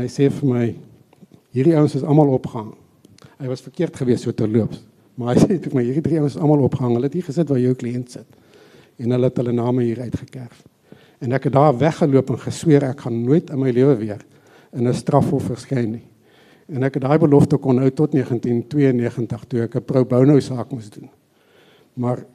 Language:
Afrikaans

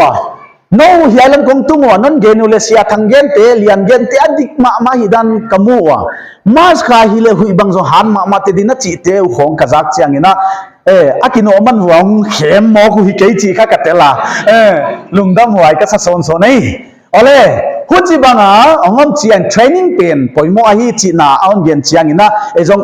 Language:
Paite Chin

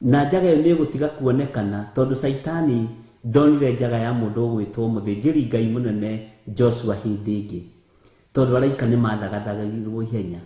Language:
Kikuyu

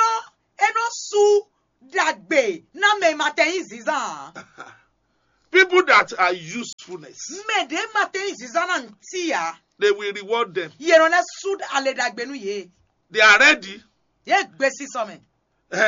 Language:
Fon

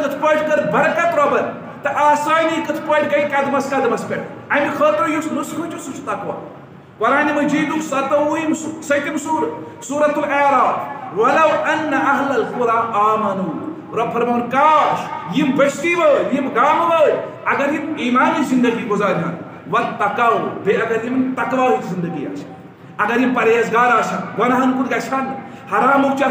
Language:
Kashmiri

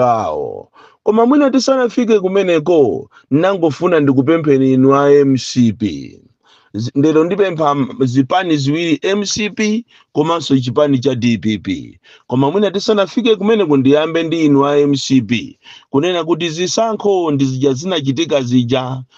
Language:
Nyanja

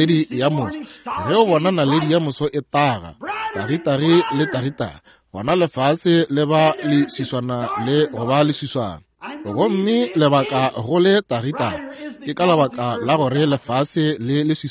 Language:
Northern Sotho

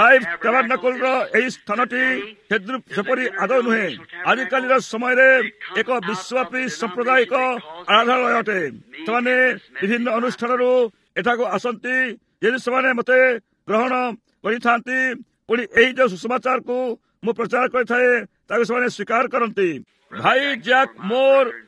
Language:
Odia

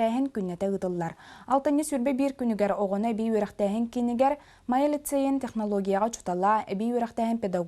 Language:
Yakut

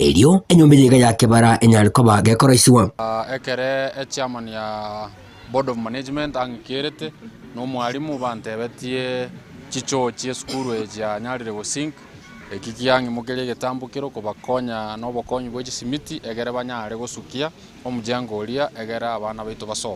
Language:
Gusii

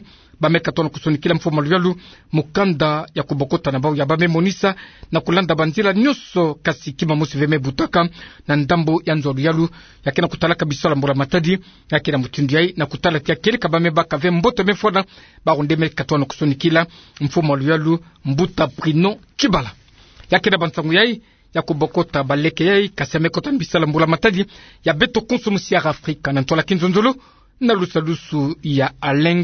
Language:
Kituba (Democratic Republic of Congo)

